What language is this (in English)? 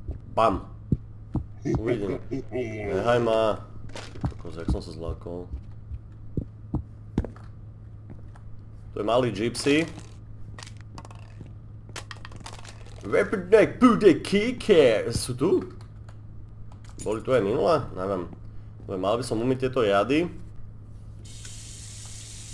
Slovak